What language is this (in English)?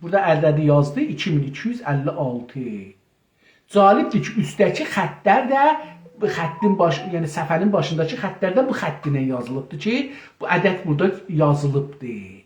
South Azerbaijani